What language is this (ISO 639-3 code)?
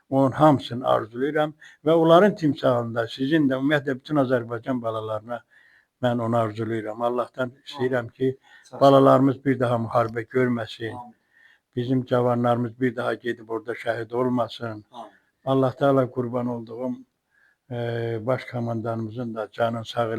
aze